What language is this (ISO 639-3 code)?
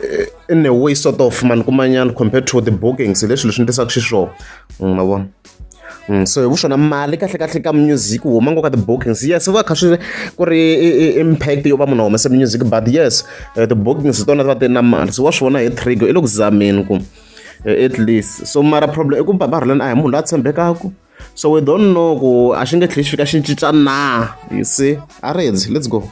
tso